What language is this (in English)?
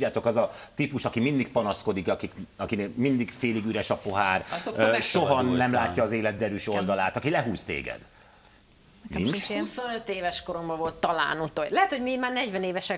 Hungarian